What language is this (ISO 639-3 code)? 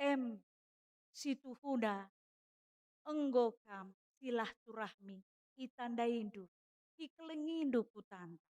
btx